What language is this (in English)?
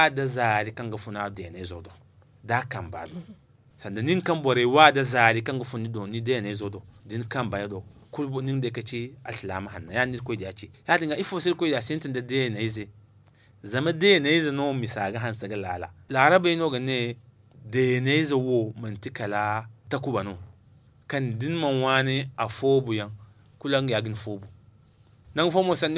Zarma